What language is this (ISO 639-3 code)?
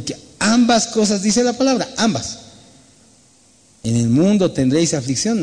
spa